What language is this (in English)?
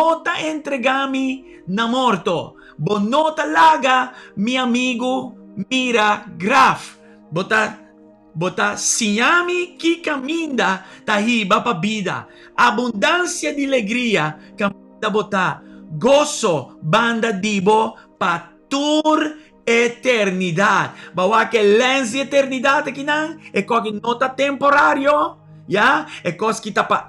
Papiamento